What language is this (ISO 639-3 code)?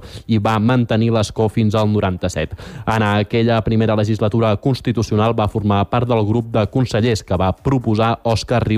cat